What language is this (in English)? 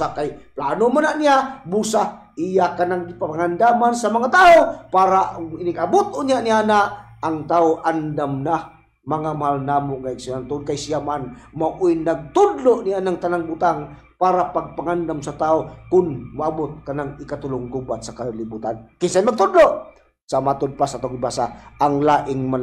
Cebuano